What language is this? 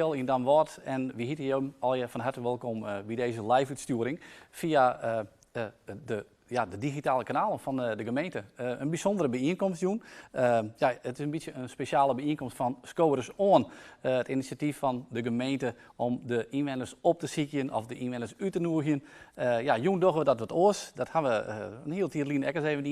Western Frisian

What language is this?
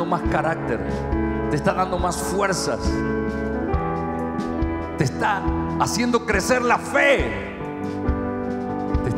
Spanish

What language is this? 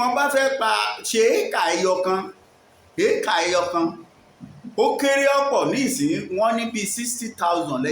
Yoruba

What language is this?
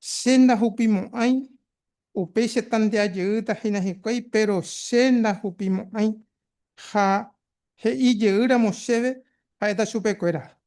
Guarani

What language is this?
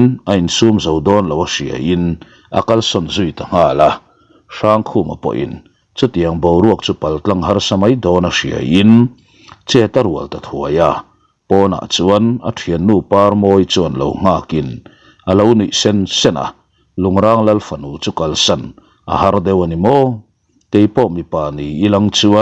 Mizo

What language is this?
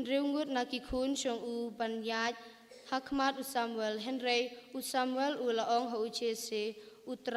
Khasi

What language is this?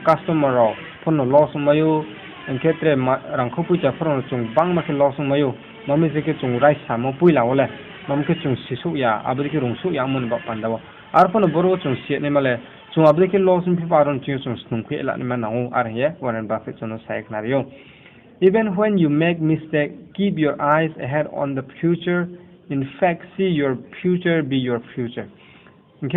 Riang (India)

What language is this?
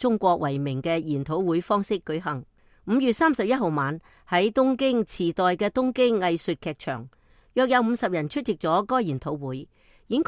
Cantonese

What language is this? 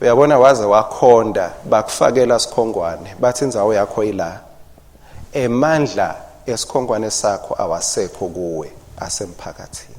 Swati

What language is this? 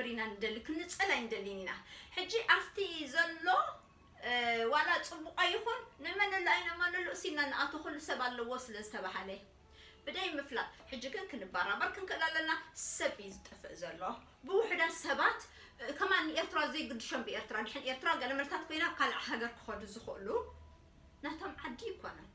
Tigrinya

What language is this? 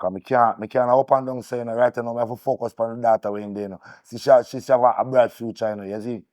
Jamaican Creole English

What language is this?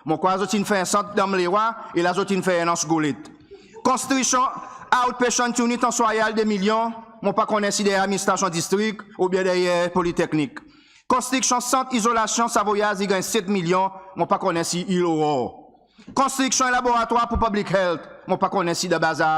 Seselwa Creole French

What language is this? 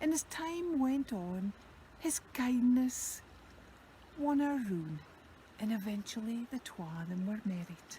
Scots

